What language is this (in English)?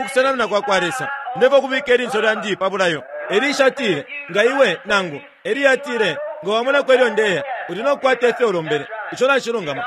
Bemba